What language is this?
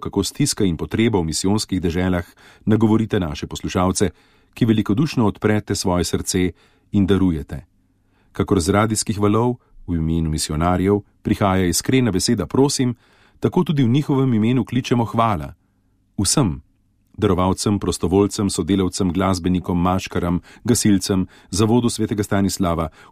Slovenian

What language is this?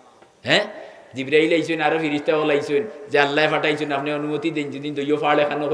Sylheti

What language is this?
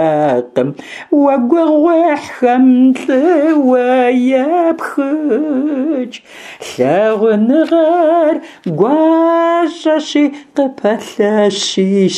Kabardian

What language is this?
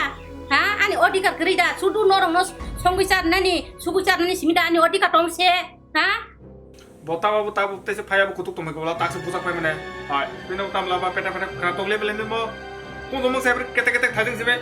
Kok Borok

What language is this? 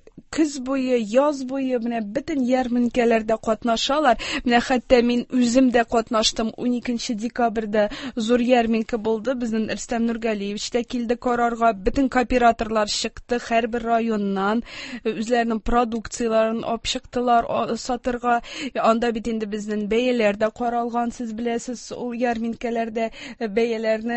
Tatar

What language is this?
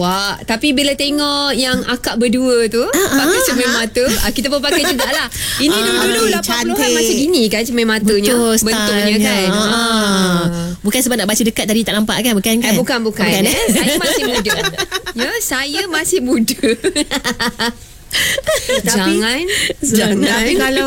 Malay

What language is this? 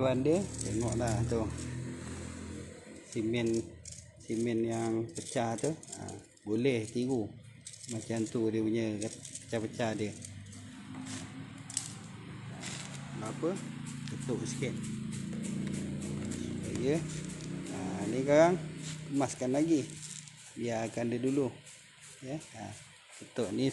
Malay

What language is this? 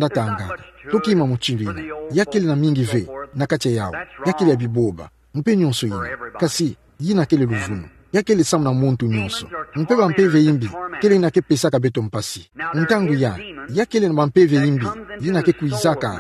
Kituba (Democratic Republic of Congo)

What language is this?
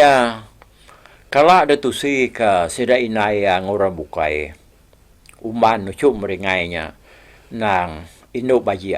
Iban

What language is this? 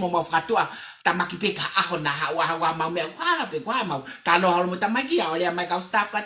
Tongan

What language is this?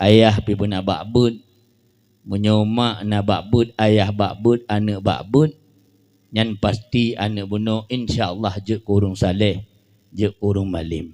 Achinese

